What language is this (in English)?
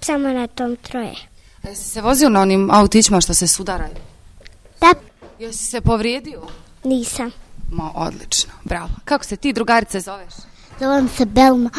Bosnian